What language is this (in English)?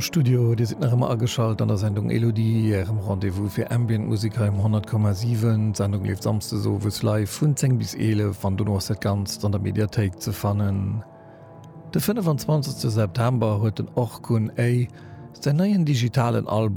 Luxembourgish